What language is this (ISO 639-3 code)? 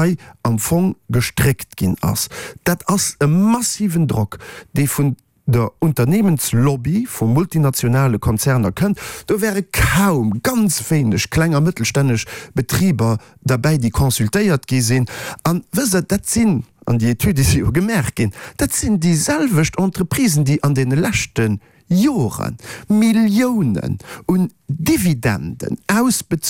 ltz